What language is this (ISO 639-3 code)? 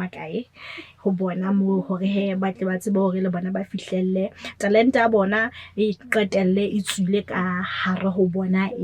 sot